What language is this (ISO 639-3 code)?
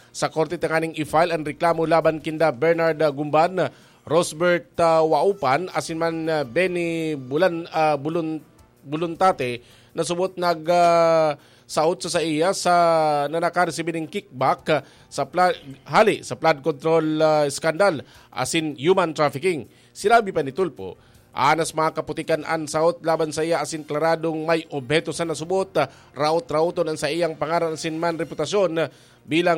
bik